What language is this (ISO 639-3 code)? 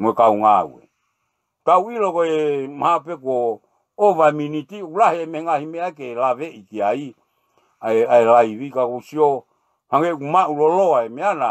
ton